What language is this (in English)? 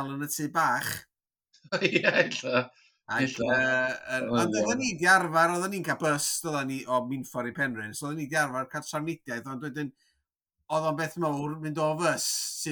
Welsh